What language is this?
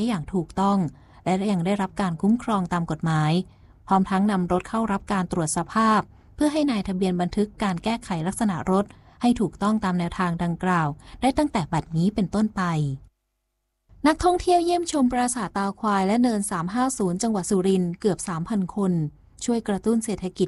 Thai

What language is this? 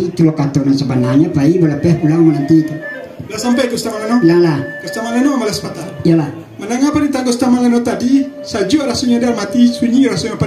Minangkabau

